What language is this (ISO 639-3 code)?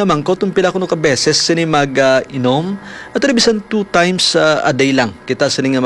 hil